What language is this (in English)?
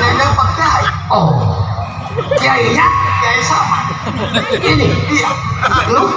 Betawi